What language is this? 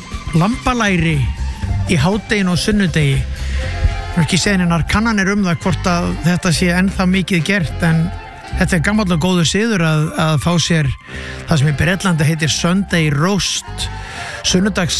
Icelandic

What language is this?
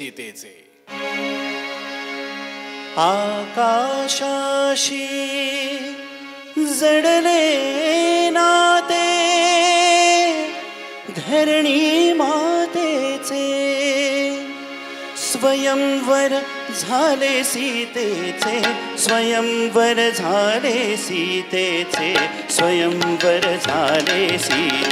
Marathi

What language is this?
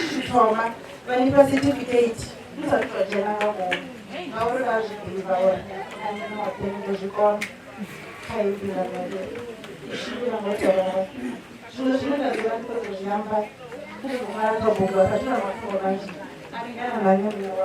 Venda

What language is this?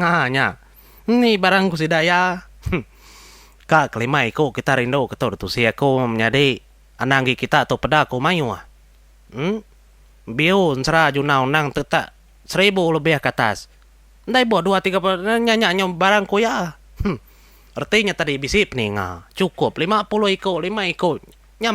Iban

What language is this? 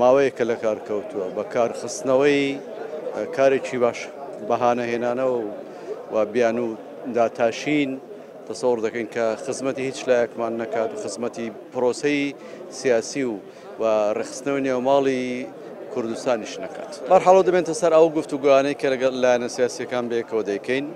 Central Kurdish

